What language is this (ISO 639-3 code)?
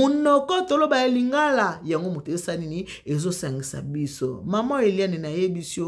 lin